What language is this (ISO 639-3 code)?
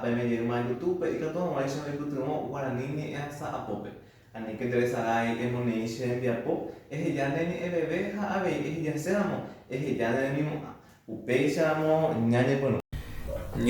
grn